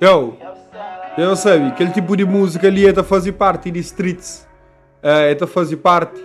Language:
Kabuverdianu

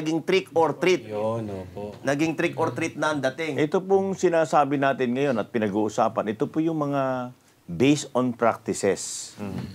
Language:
Filipino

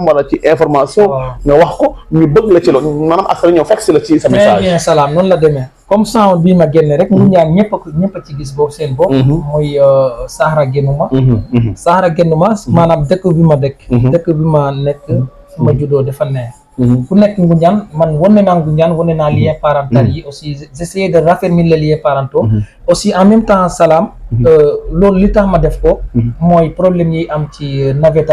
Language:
Wolof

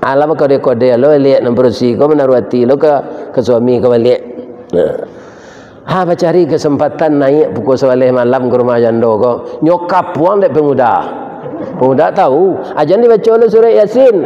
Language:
Minangkabau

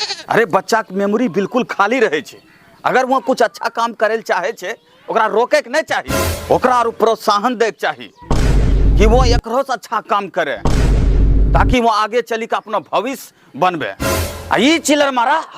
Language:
Angika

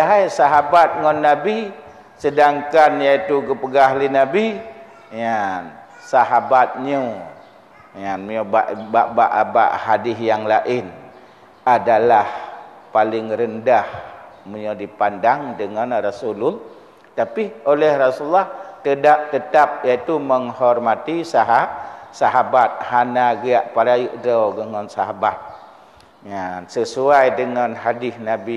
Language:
Achinese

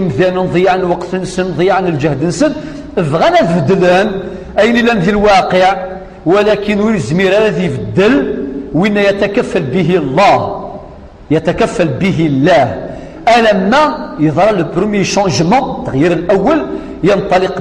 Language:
Kabyle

